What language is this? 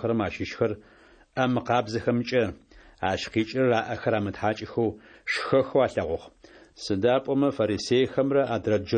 Adyghe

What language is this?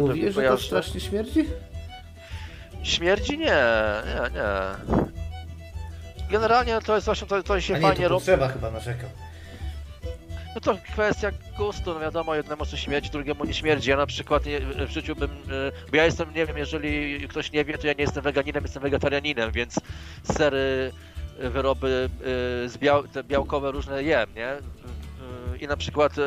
Polish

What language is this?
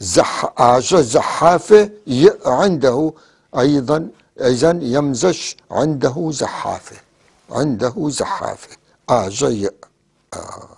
North Levantine Arabic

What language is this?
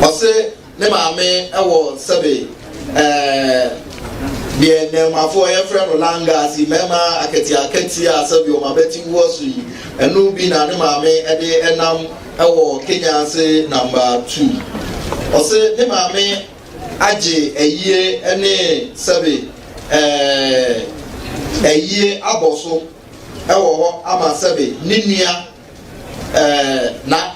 Akan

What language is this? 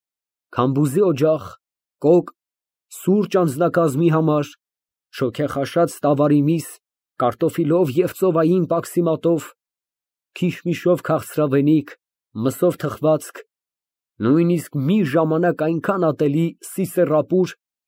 Armenian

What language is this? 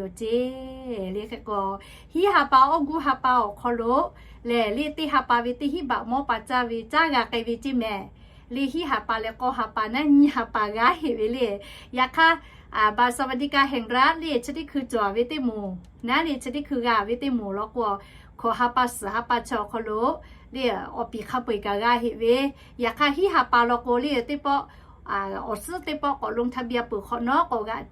Lahu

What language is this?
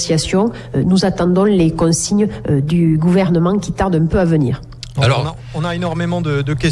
French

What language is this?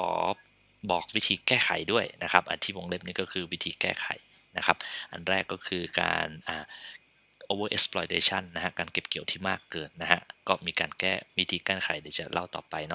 Thai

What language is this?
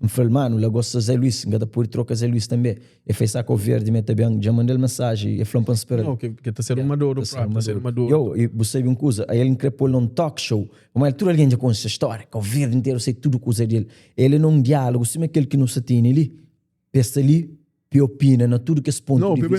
Kabuverdianu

